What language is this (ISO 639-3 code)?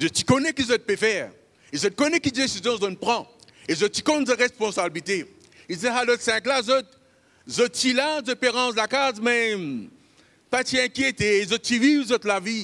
mfe